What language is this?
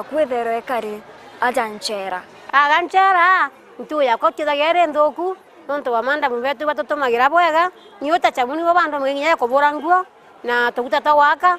Meru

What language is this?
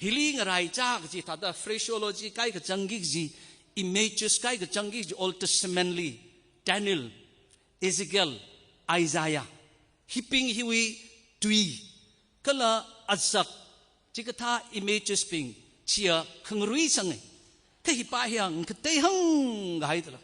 Tangkhul Naga (India)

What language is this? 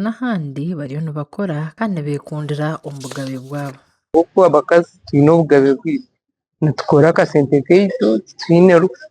Nyankole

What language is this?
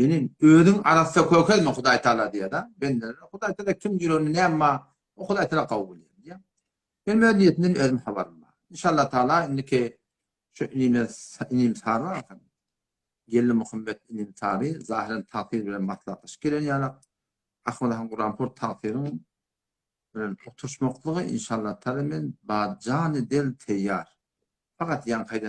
Turkmen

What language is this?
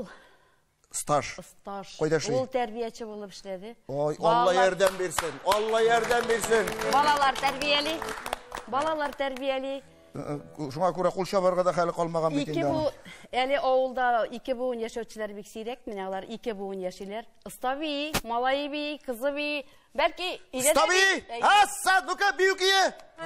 Tatar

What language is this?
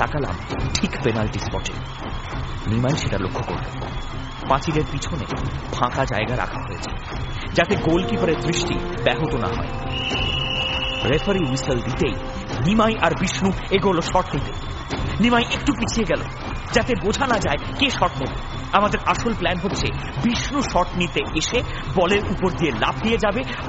Bangla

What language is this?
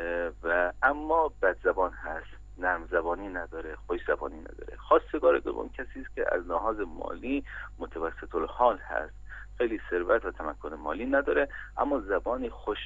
Persian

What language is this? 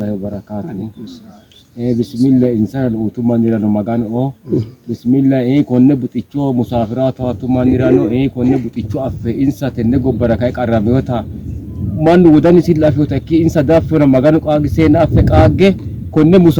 Sidamo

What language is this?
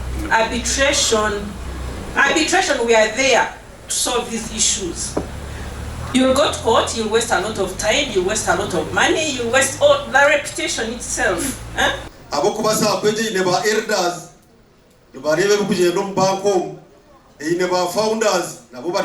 Nyankole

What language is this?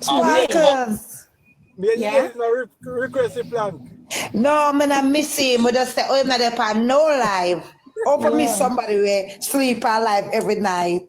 Jamaican Creole English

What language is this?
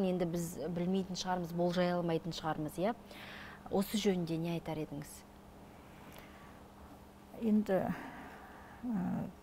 Kazakh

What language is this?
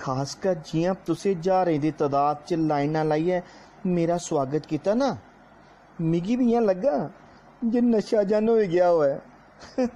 Dogri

